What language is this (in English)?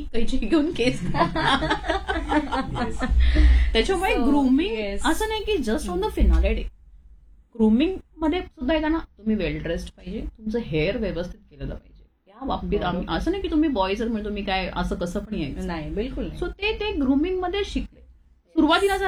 Marathi